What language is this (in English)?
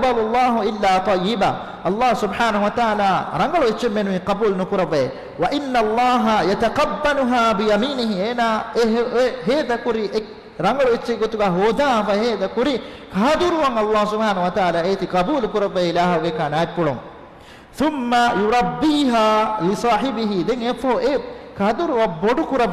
Divehi